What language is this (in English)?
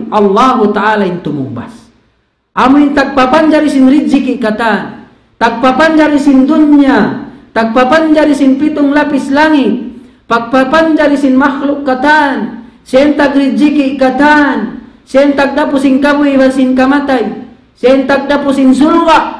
Tausug